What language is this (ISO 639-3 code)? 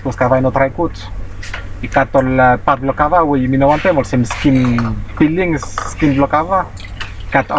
bis